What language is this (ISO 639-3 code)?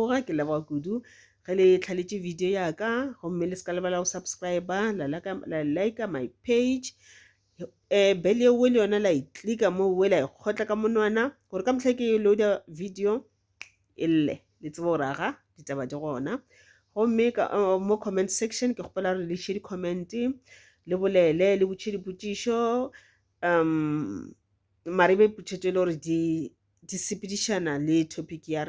nso